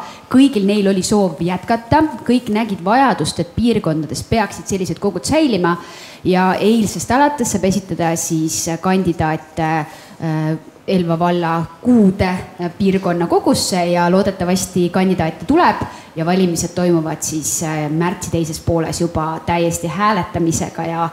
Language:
Estonian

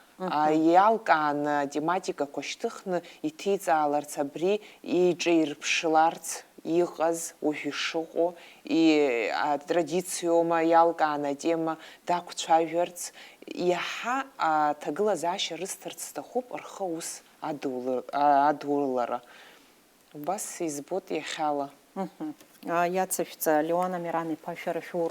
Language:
Abkhazian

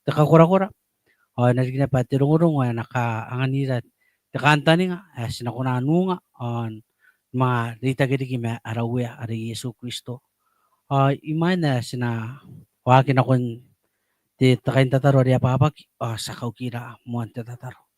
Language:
Gilbertese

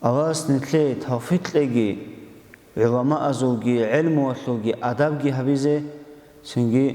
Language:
Avaric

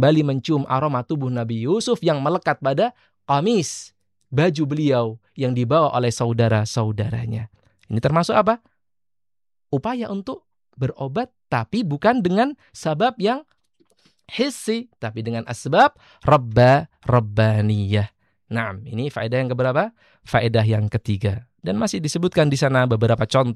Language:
Indonesian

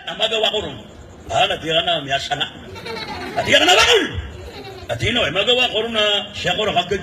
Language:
Maranao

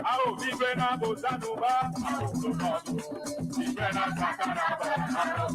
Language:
Ewe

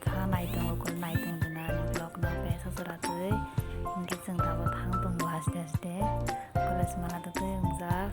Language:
Kok Borok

